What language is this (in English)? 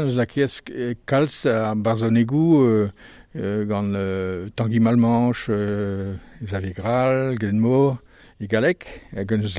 Breton